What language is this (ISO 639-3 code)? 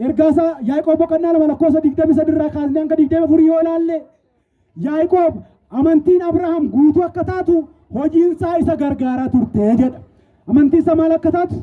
orm